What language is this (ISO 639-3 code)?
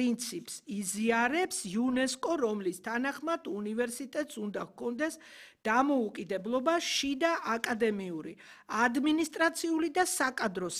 kat